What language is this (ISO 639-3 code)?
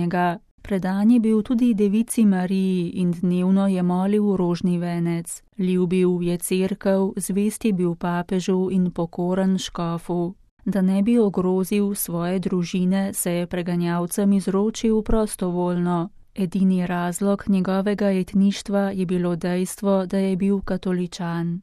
slv